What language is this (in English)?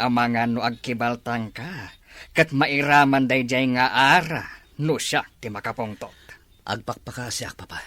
Iloko